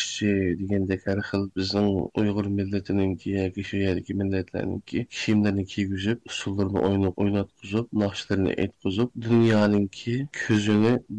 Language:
Uyghur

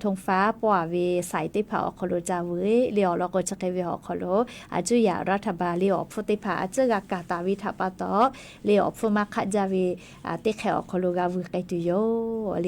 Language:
Lahu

